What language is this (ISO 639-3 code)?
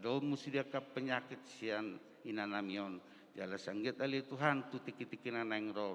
bbc